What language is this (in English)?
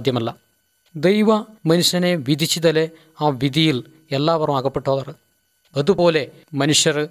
Malayalam